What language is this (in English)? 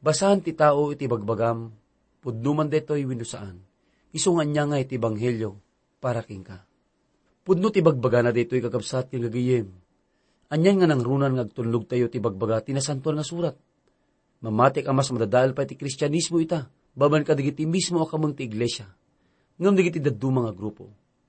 Iloko